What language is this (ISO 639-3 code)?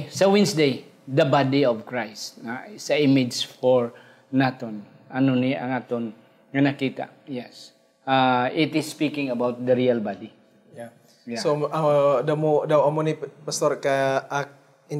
hil